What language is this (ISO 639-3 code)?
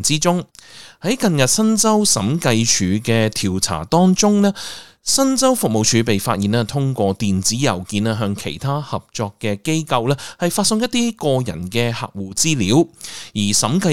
yue